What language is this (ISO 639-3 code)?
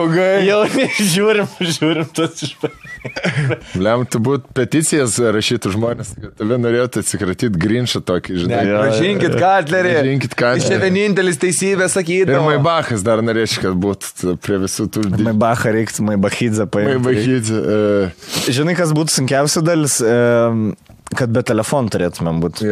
lit